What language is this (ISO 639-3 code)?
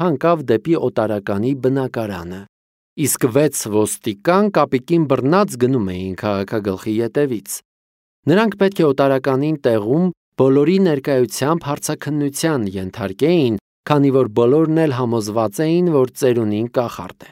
hye